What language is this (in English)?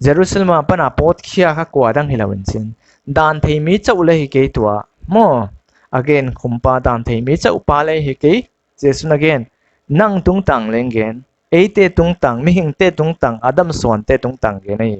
Paite Chin